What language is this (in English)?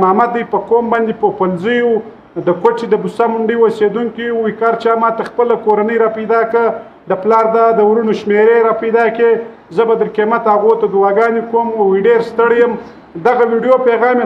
Pashto